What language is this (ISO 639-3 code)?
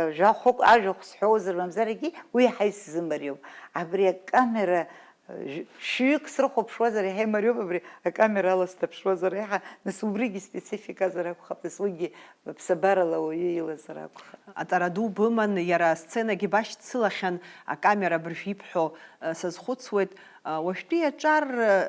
abk